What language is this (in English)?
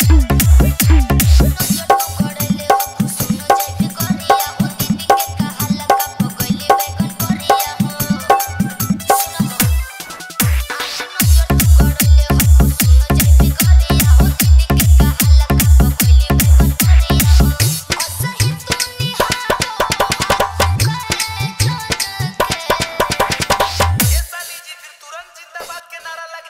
Bhojpuri